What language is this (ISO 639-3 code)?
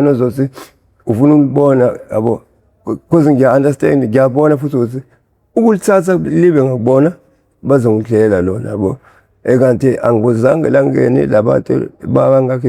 zul